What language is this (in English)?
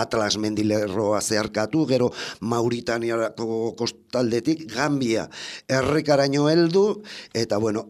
Basque